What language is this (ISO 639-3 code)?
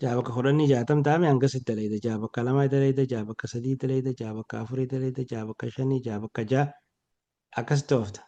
orm